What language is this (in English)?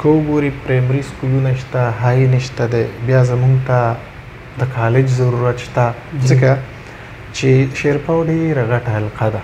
Pashto